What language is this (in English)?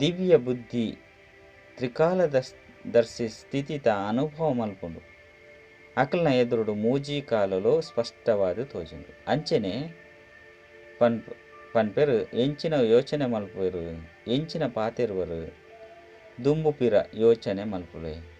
Tulu